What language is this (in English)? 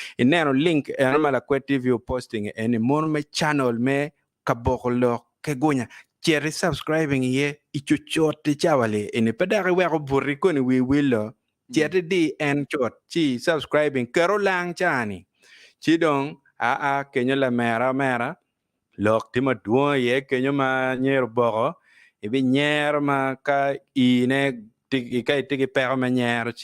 Acoli